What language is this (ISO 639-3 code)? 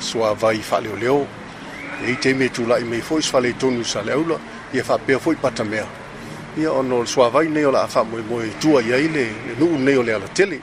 smo